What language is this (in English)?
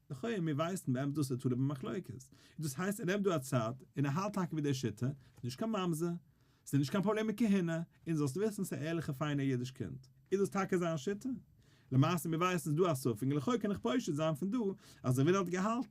Yiddish